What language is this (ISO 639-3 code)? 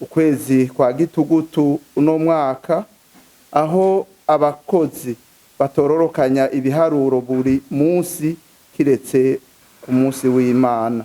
run